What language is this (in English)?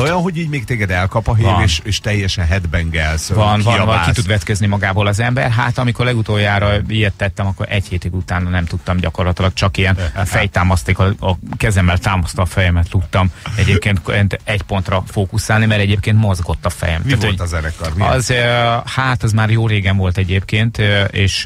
Hungarian